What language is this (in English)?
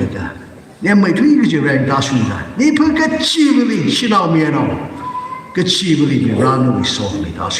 Tangkhul Naga (India)